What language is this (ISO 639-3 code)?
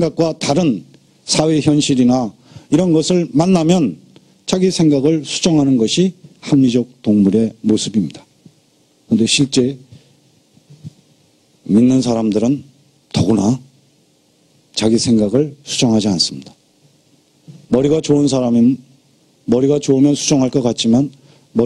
kor